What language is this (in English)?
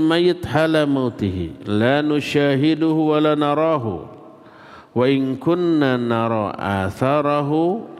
Indonesian